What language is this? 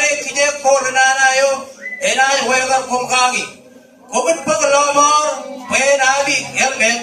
Marshallese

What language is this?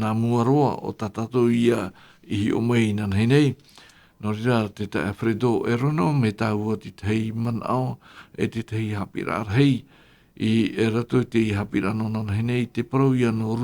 Tahitian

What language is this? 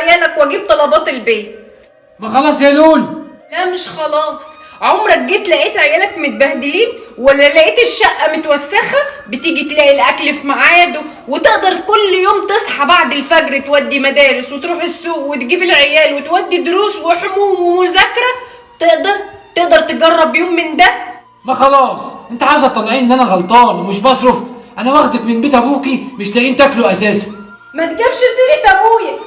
Egyptian Arabic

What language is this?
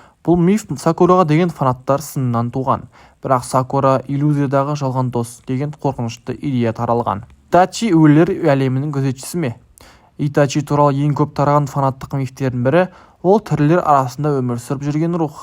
Kazakh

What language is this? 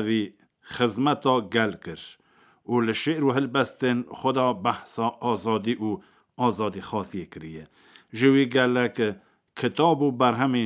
Kurdish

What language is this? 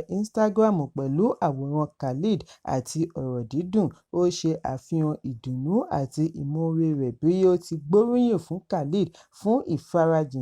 Yoruba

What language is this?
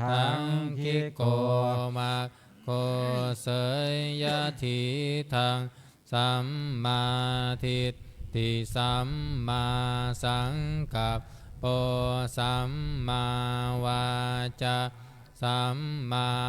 Pali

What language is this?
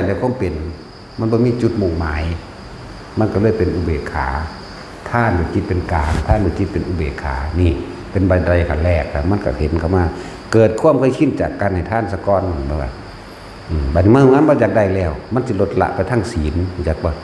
Northeastern Thai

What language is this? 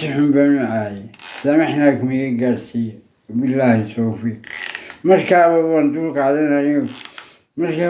Somali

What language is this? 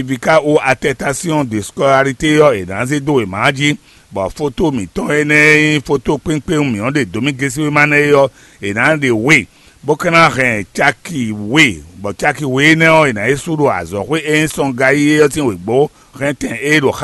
Fon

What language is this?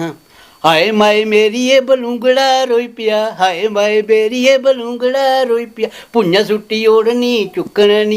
Dogri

